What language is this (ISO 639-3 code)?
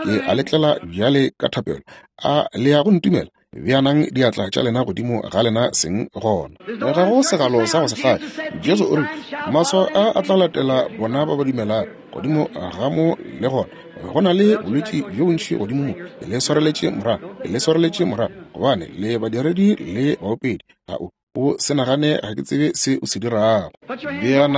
nso